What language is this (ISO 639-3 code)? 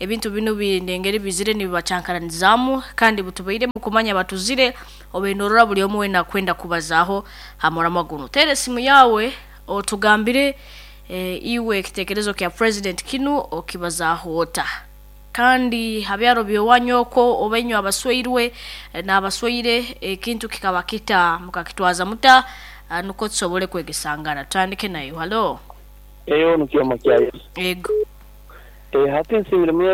nyo